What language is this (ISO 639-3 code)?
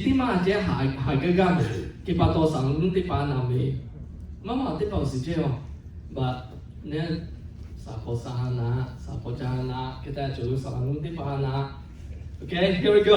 lhu